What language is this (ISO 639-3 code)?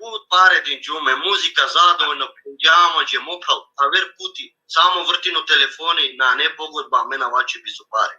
rmn